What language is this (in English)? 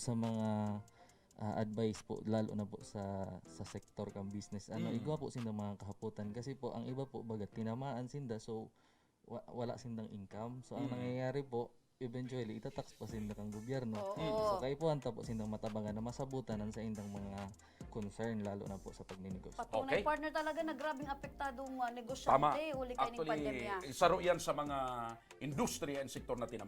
Bikol